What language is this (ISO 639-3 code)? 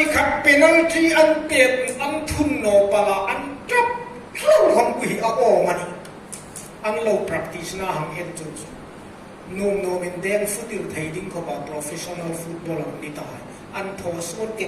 hmr